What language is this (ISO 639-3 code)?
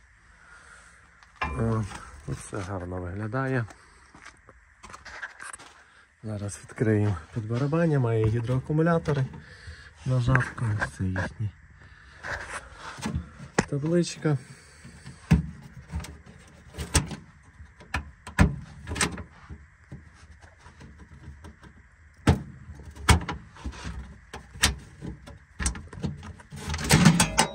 ukr